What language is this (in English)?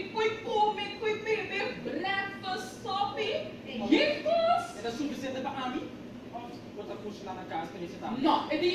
Papiamento